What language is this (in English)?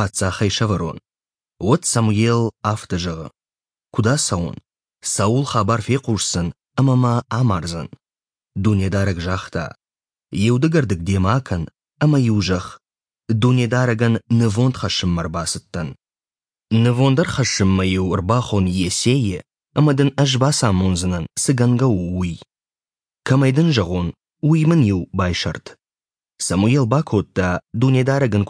Ossetic